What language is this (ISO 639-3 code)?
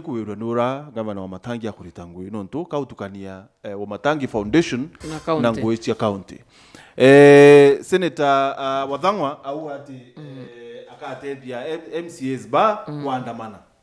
mer